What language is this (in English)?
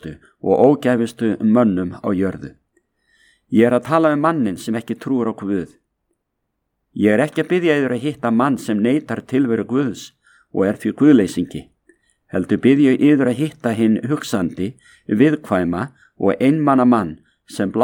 Icelandic